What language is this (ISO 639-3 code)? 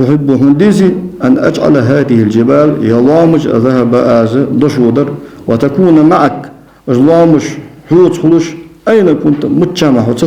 inh